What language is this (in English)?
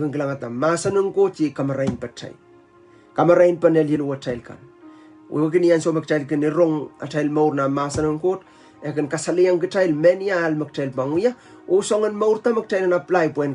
Pohnpeian